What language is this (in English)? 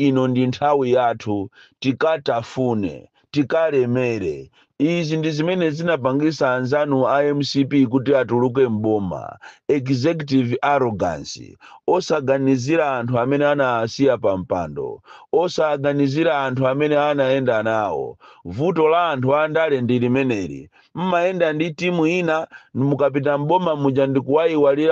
Nyanja